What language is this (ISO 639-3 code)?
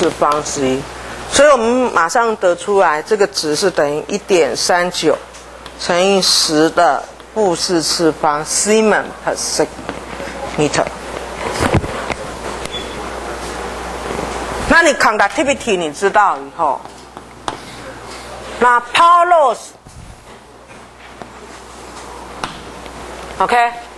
zho